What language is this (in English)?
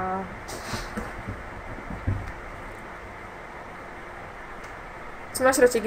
Czech